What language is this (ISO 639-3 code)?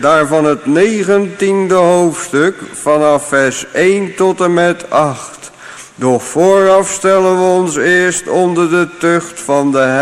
nld